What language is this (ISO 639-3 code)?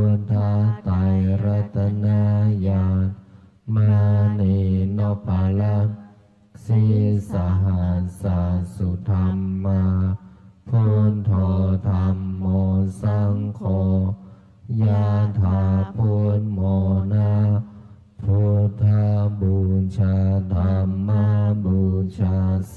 pli